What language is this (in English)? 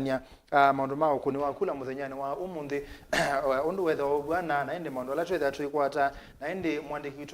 Kamba